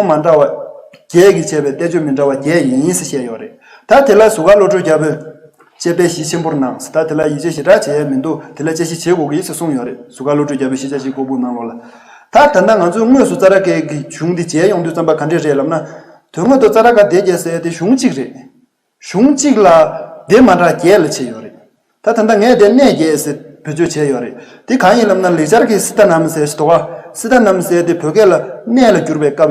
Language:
Tibetan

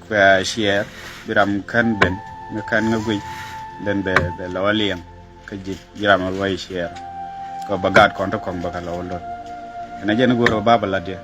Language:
Nuer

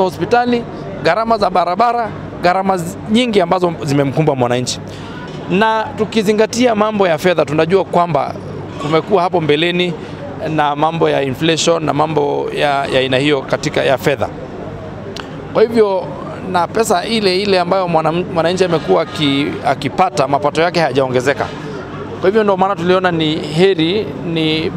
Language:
Swahili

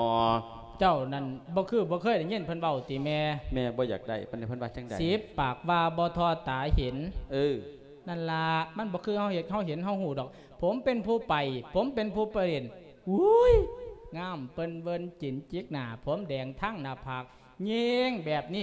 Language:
Lao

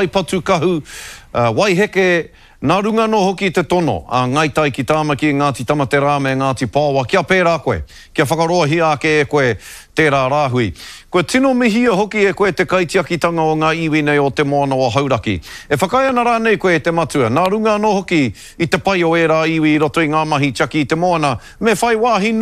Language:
Māori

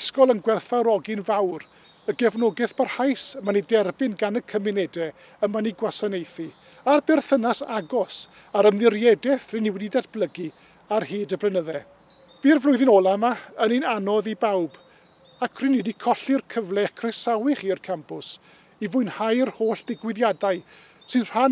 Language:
Welsh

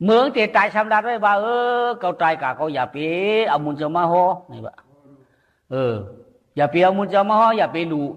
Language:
Shan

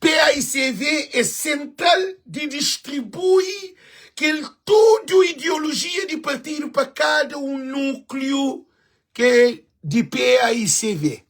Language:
Kabuverdianu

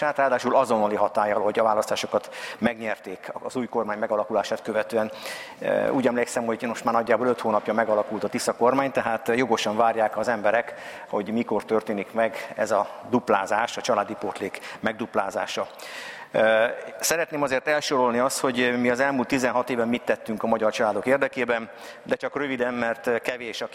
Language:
Hungarian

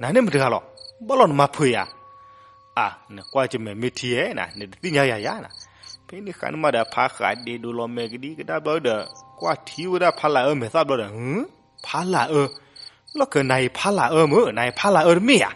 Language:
S'gaw Karen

